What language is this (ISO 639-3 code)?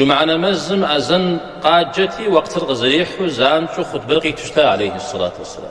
kbd